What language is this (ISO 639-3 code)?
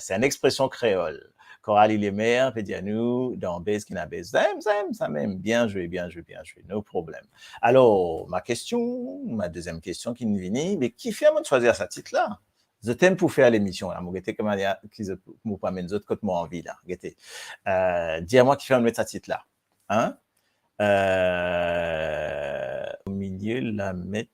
mfe